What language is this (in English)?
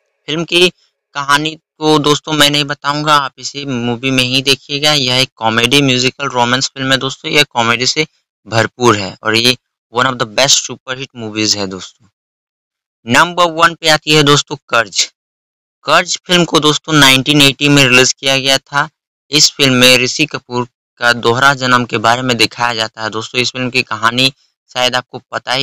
Hindi